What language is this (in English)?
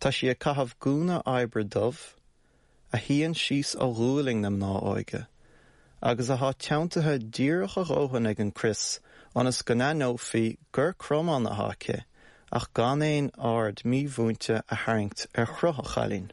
Irish